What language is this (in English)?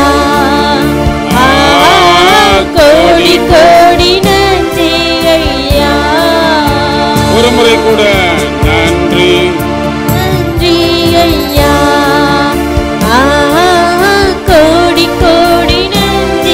Tamil